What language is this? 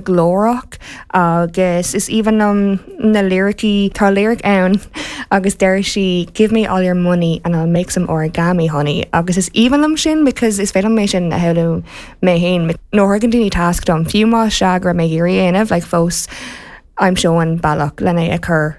Irish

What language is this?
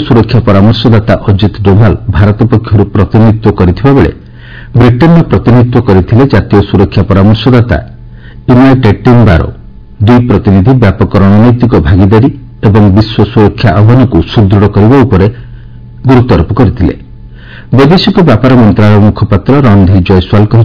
Odia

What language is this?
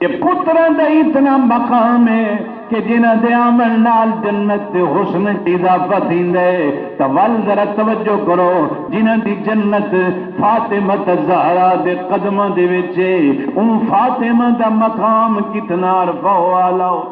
Saraiki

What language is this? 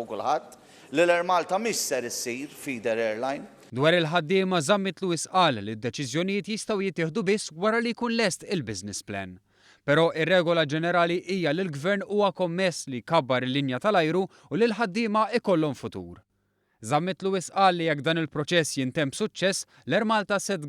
Maltese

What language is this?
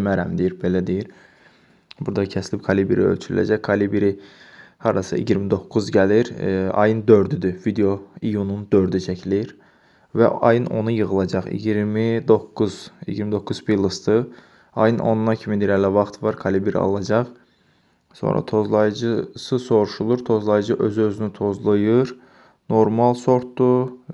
Azerbaijani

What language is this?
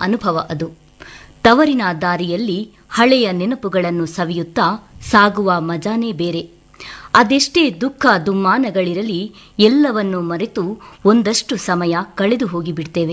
Kannada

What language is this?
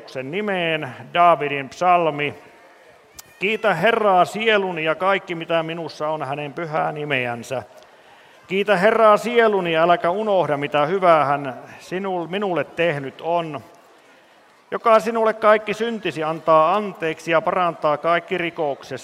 Finnish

